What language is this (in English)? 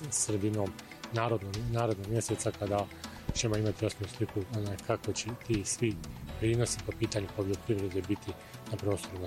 Bosnian